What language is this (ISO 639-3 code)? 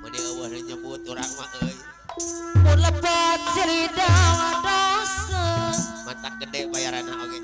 sun